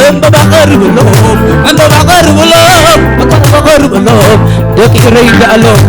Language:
Tigrinya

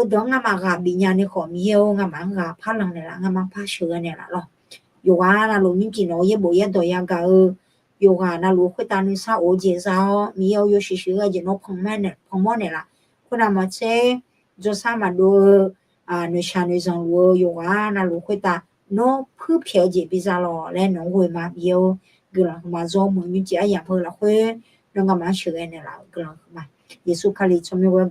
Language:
Akha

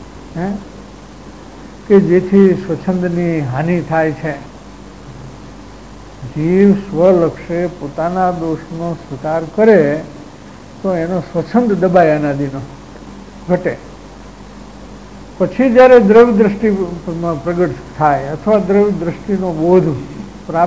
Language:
Gujarati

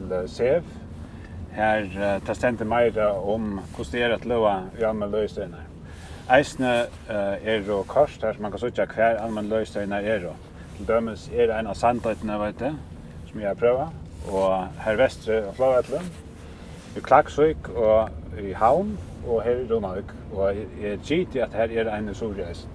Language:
Faroese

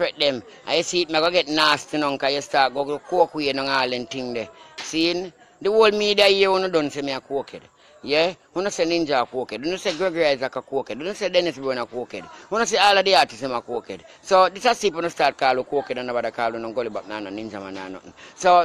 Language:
Jamaican Creole English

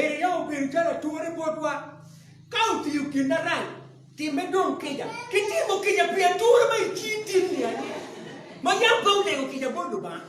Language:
Acoli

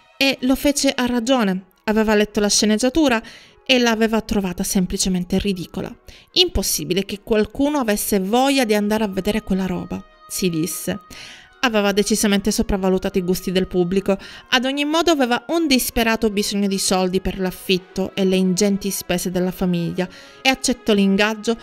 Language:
Italian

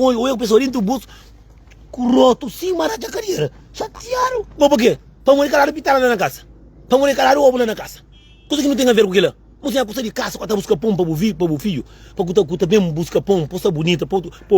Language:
Kabuverdianu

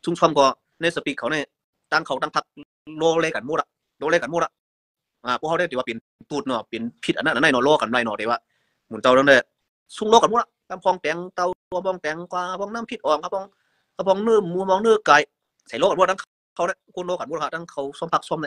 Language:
Shan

